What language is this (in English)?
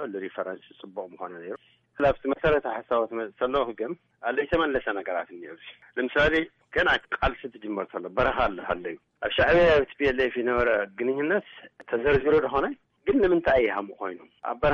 Tigrinya